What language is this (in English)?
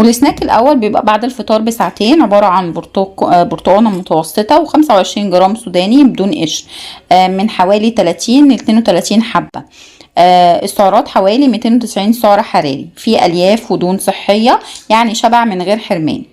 Egyptian Arabic